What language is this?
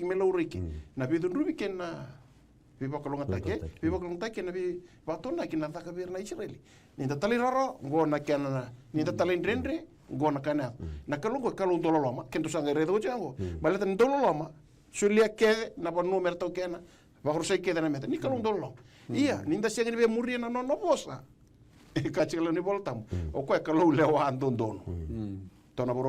Fijian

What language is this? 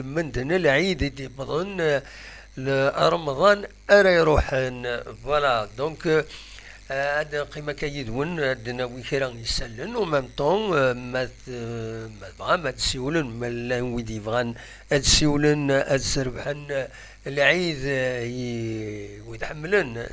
Kabyle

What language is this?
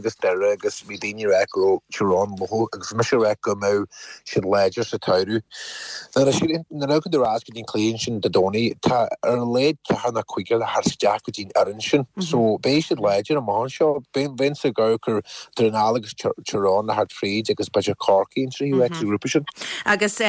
Irish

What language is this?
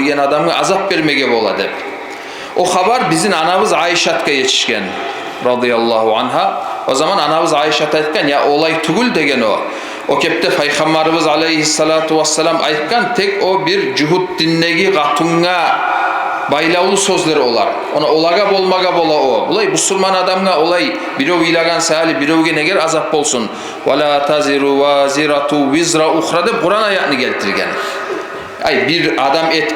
Kumyk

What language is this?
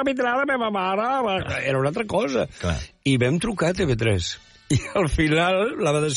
Catalan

